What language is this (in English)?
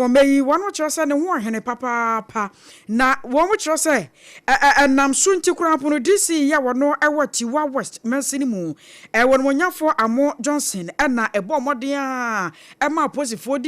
Akan